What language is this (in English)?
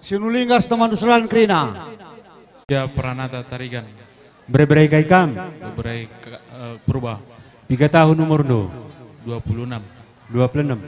Batak Karo